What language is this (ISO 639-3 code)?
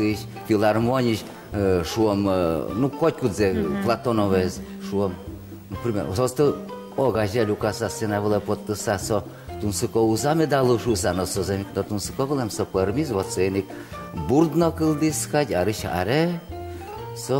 udm